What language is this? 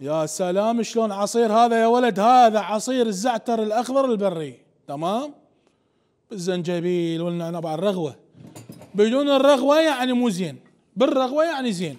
Mesopotamian Arabic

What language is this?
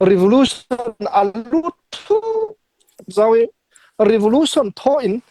Hakha Chin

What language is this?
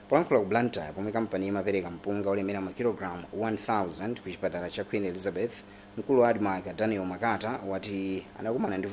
Nyanja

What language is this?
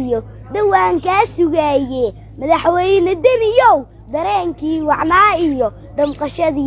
Somali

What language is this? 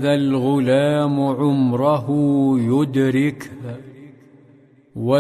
Arabic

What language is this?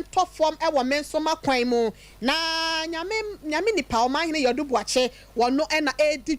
Akan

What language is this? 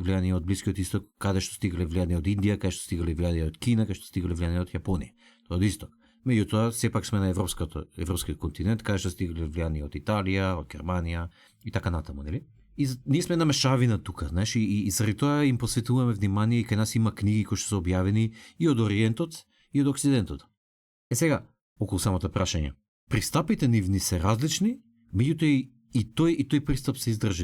Macedonian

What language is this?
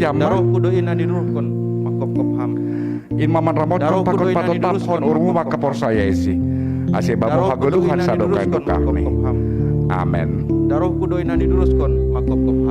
Batak Simalungun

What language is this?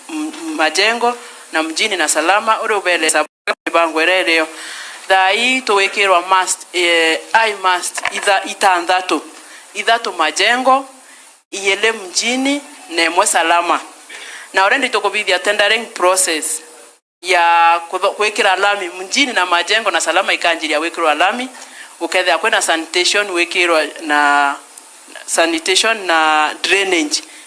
Meru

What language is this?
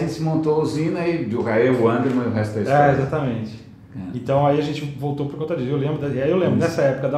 Portuguese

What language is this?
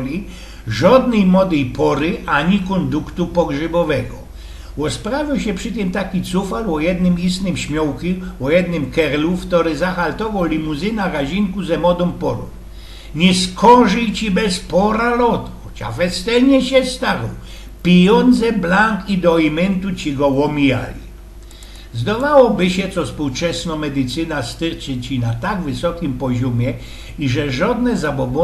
Silesian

